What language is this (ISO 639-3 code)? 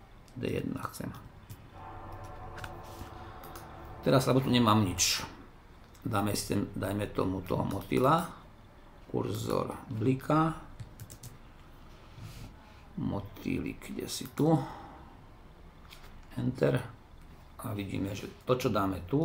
slk